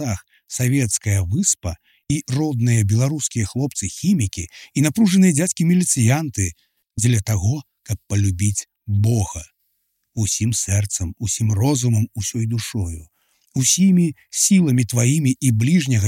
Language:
Belarusian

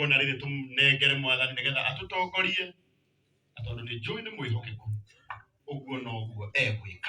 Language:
Kikuyu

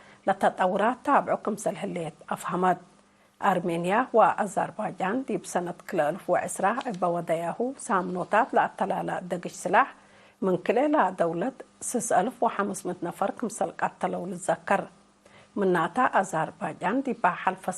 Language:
Tigre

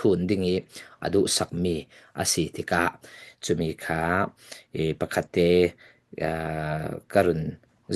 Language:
Falam Chin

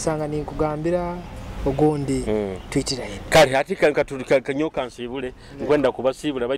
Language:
Nyoro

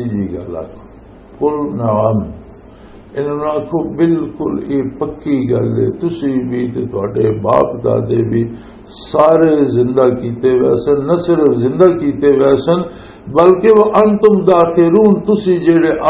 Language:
Western Panjabi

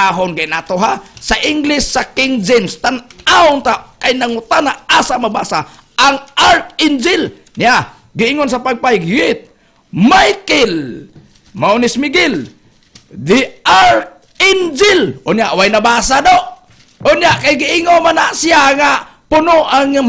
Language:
Cebuano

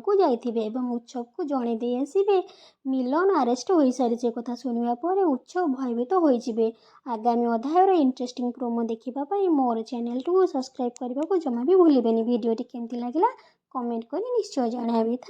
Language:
Odia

